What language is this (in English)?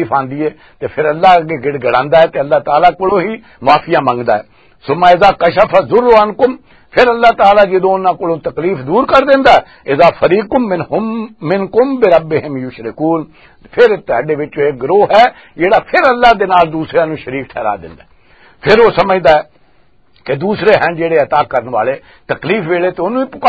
Western Panjabi